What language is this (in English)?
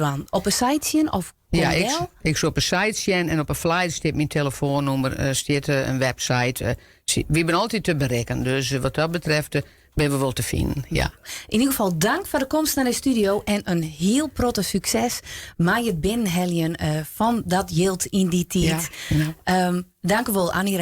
Western Frisian